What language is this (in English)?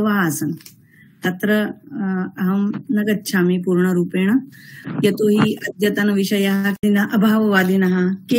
Sanskrit